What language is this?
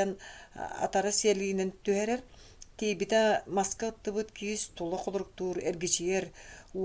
Yakut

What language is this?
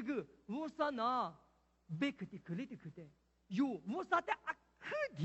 Lisu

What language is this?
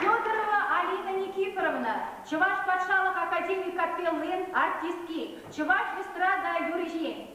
Chuvash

